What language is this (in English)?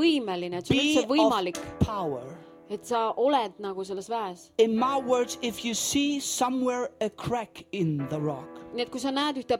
Estonian